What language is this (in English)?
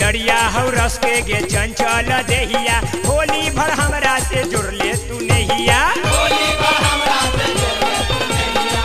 Bhojpuri